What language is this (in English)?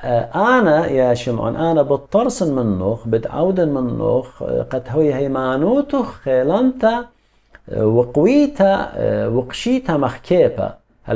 Assyrian Neo-Aramaic